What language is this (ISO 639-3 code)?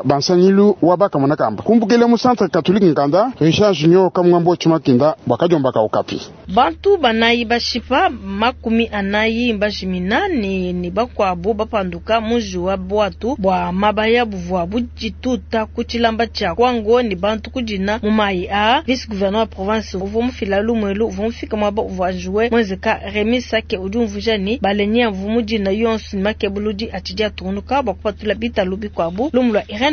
lua